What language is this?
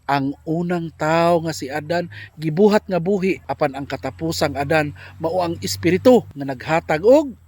Cebuano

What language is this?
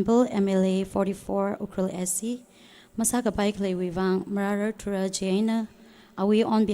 Tangkhul Naga (India)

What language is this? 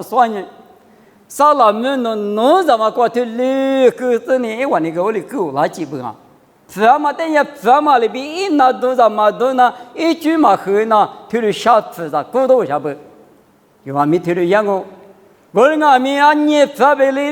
Lisu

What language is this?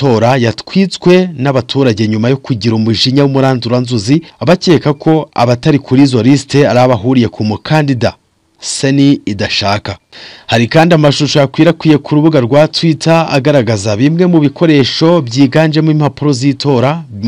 Kinyarwanda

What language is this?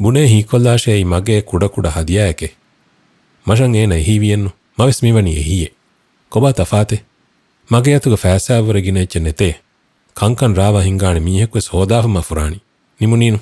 Divehi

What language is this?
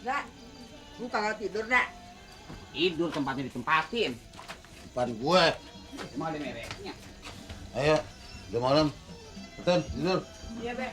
Betawi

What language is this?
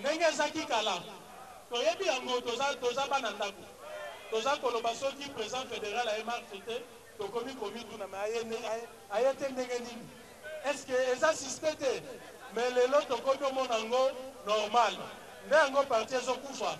Lingala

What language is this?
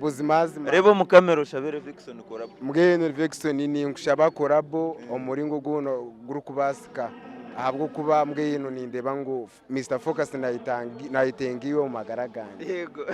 Nyankole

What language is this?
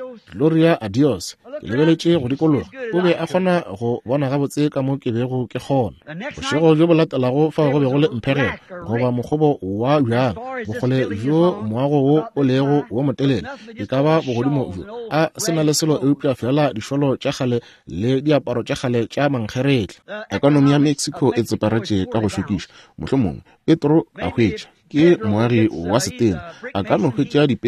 Northern Sotho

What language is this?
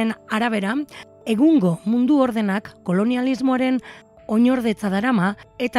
Basque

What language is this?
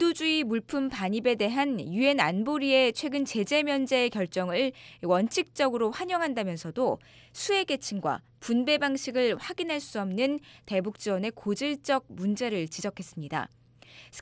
Korean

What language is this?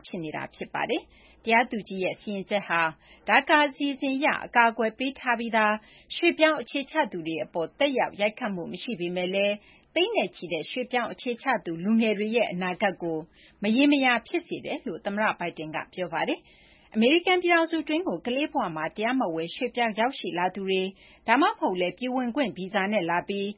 Burmese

